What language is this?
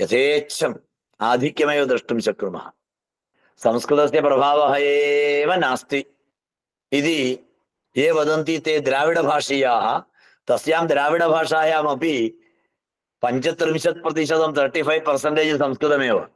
Sanskrit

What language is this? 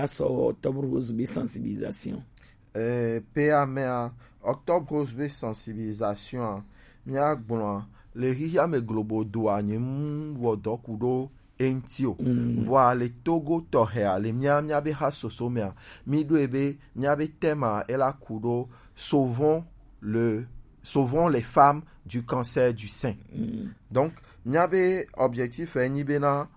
Gen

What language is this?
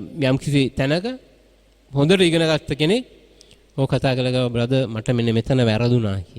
Sinhala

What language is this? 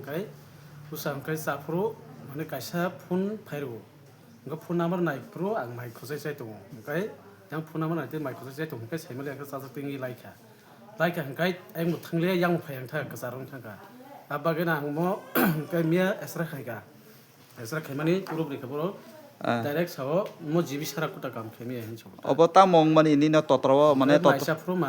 Kok Borok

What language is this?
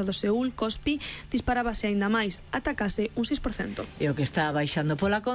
Galician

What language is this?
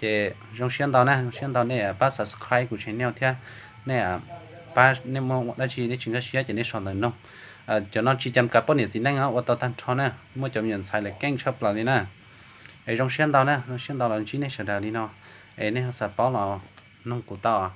Hmong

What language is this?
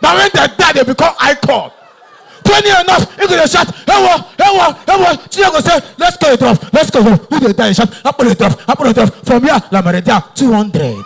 Nigerian Pidgin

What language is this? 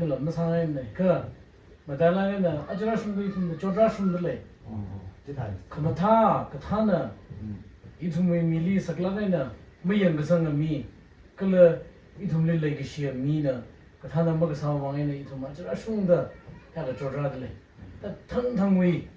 Tangkhul Naga (India)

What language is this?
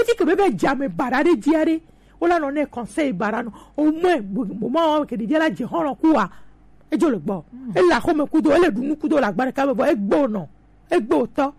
Gen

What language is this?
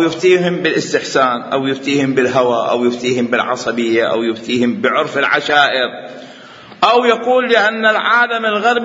Mesopotamian Arabic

